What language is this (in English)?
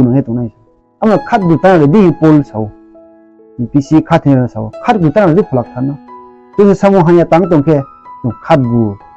Riang (India)